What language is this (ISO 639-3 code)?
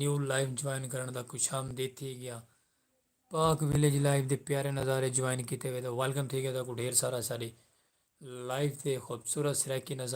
skr